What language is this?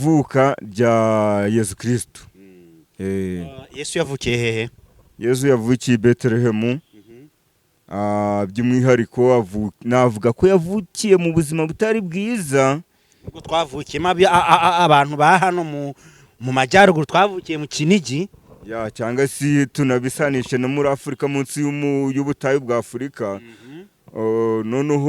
Kinyarwanda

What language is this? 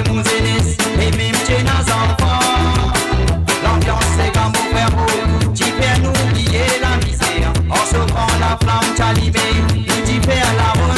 Morisyen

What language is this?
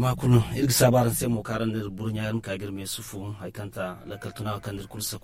Zarma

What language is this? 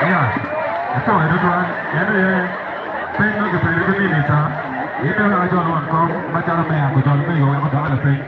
Acoli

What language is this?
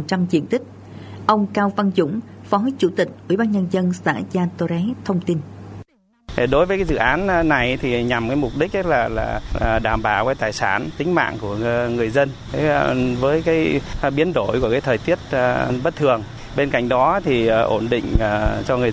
Vietnamese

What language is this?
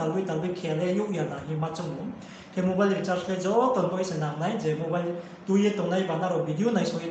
Riang (India)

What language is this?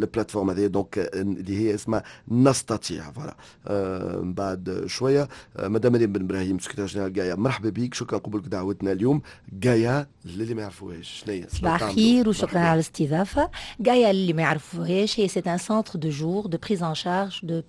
Tunisian Arabic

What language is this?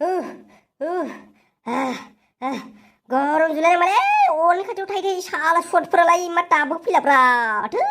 Bodo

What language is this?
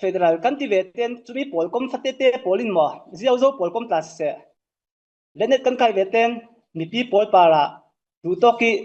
Falam Chin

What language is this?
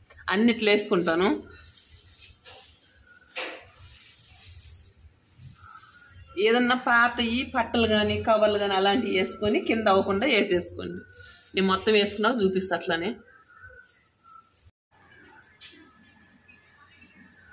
Telugu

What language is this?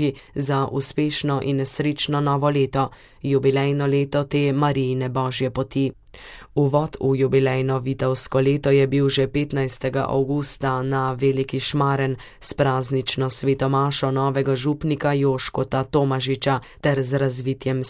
Slovenian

